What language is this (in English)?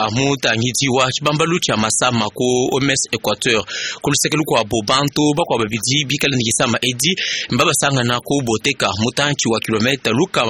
Luba-Lulua